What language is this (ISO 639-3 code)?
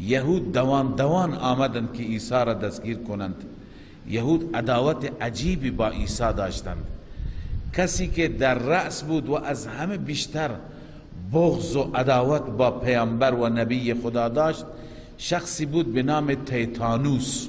fas